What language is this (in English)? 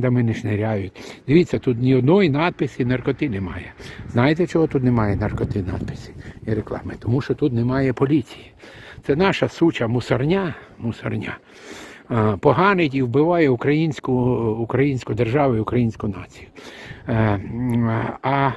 Ukrainian